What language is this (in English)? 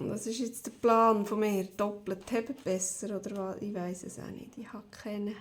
Swiss German